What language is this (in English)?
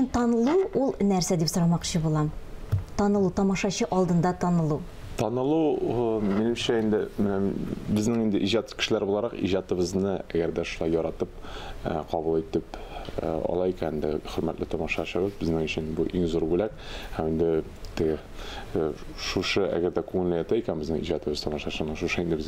Tatar